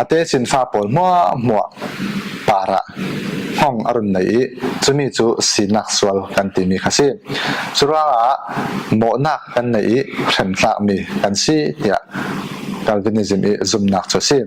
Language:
Falam Chin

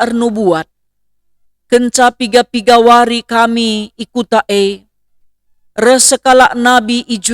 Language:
Batak Karo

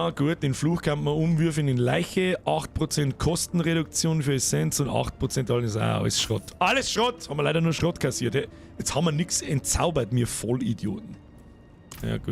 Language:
Bavarian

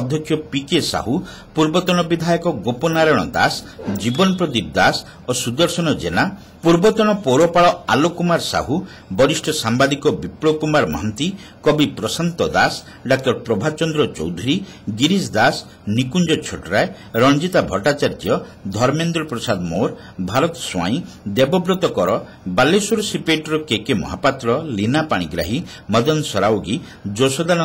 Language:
Odia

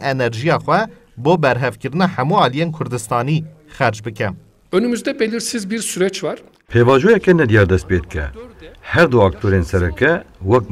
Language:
Kurdish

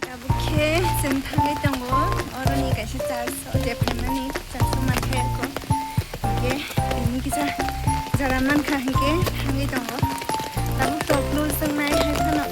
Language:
Kok Borok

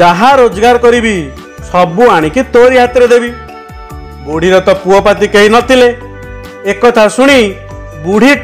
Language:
Odia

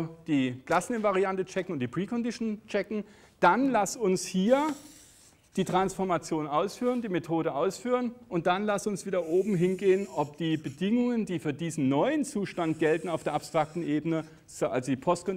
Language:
German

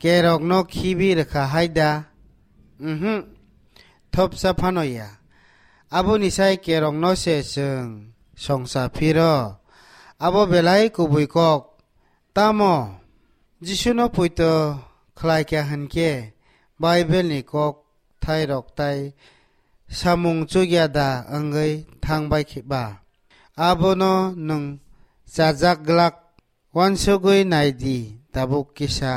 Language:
Kok Borok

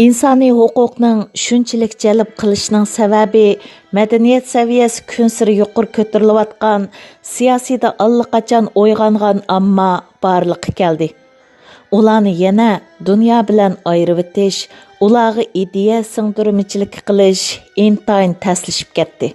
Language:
Uyghur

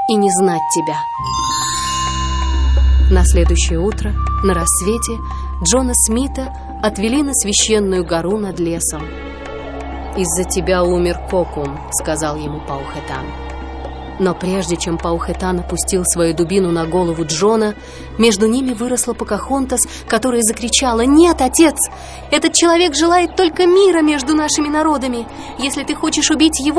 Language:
Russian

